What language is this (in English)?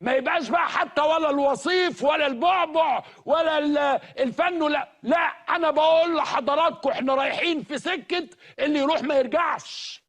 Egyptian Arabic